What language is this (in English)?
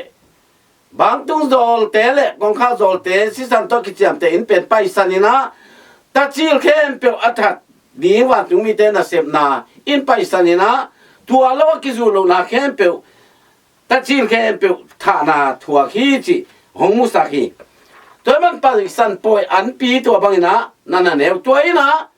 Tedim Chin